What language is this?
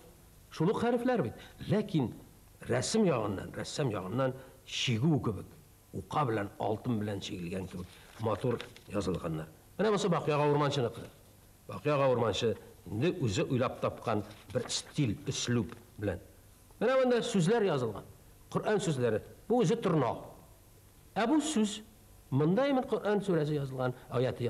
Tatar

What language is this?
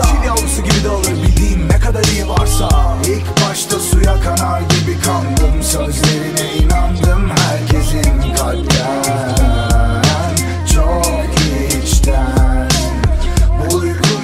Turkish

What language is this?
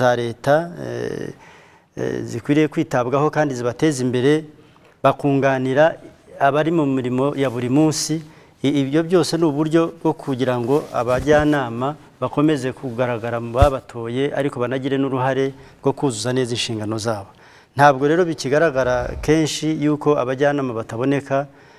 Kinyarwanda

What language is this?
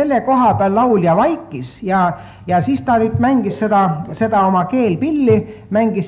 Estonian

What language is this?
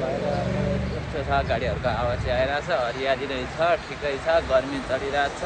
Nepali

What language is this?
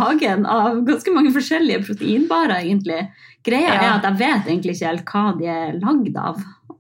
Norwegian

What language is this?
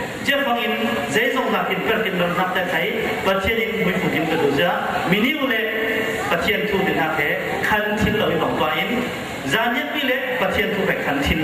Falam Chin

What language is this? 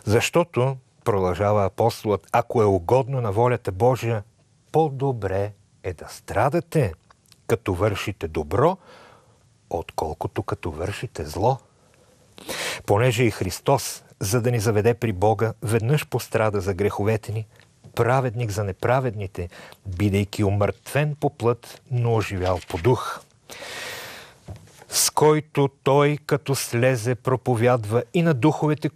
Bulgarian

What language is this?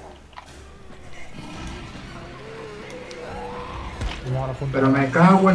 Spanish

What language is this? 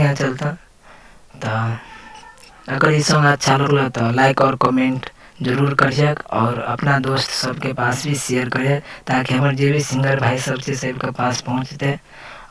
Maithili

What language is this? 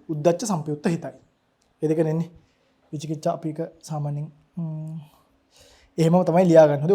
Sinhala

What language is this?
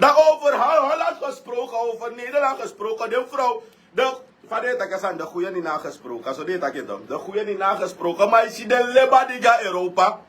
Sranan Tongo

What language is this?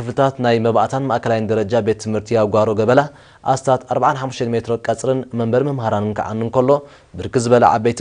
Tigrinya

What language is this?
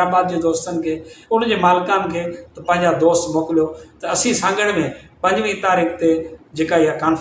Sindhi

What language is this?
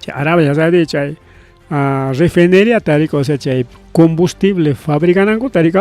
Ayacucho Quechua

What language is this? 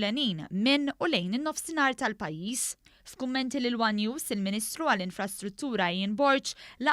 Maltese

